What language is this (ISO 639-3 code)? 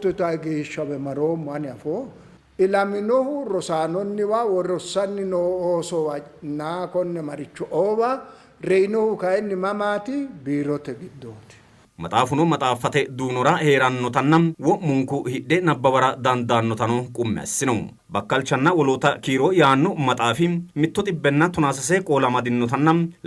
sid